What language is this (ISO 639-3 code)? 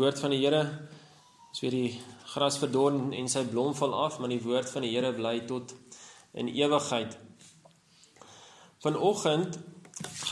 afr